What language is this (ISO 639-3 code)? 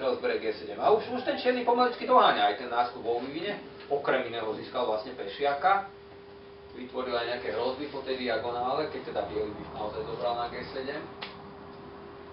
slk